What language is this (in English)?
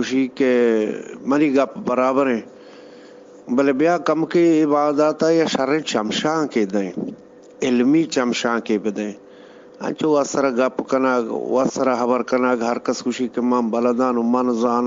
Eastern Balochi